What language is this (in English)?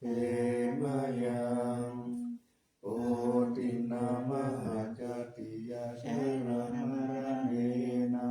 Pali